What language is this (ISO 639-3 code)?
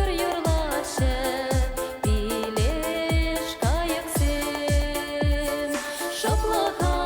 chv